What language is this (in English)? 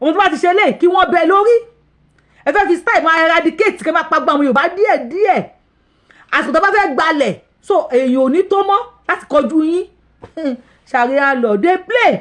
Yoruba